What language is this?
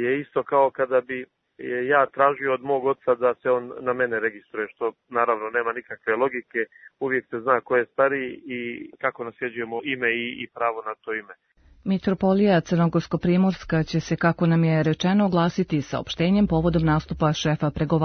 Serbian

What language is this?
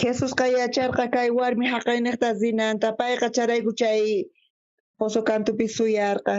South Bolivian Quechua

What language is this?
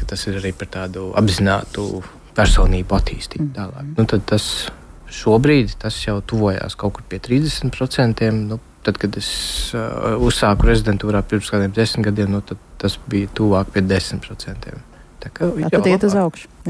Latvian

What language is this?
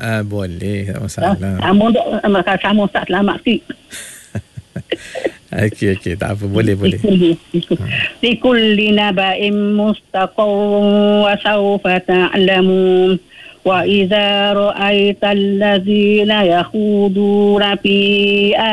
Malay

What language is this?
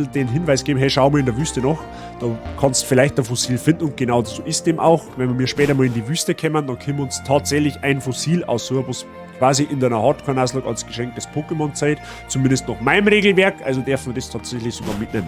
Bavarian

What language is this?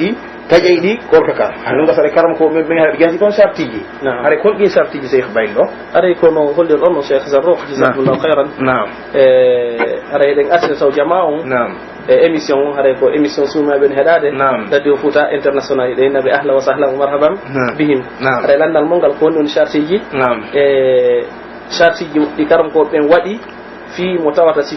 Pular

